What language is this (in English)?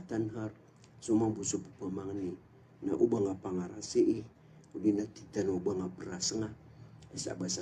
Maranao